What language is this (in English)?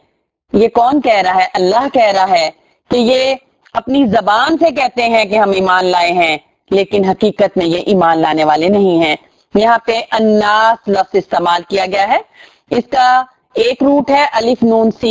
Urdu